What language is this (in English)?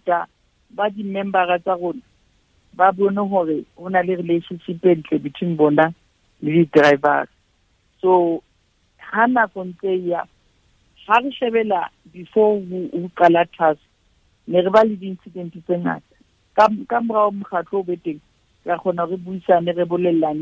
Southern Sotho